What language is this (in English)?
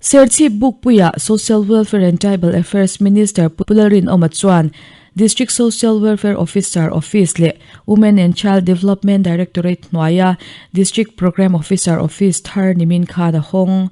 Mizo